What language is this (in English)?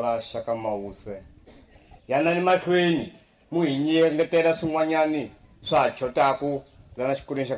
Tsonga